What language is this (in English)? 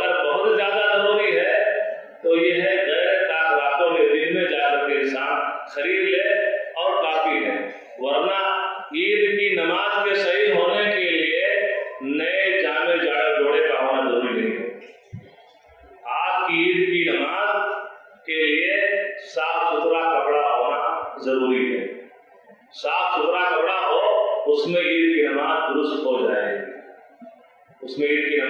Urdu